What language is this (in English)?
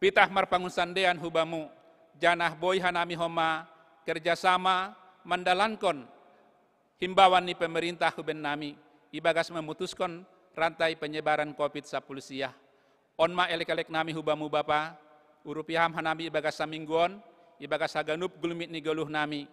Batak Simalungun